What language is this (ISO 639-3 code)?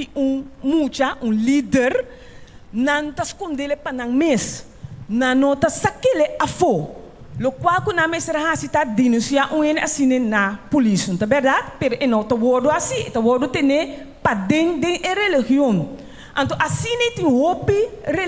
pap